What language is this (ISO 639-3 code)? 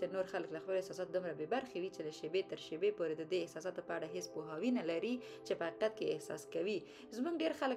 pus